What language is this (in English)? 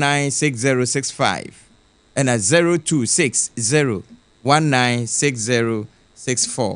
Akan